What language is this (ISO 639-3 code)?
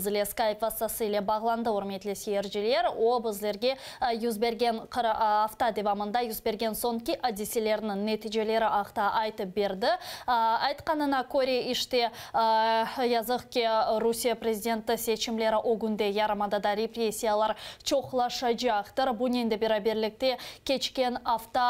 crh